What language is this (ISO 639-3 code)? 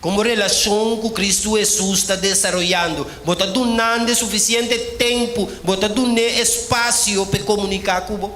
pap